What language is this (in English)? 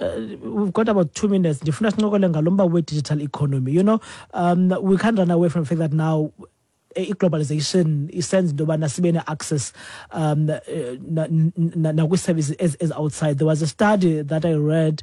Xhosa